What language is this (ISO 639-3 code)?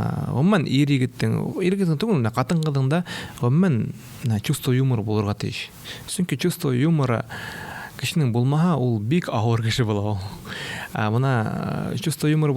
bak